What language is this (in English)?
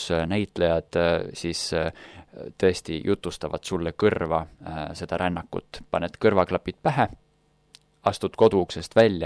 Estonian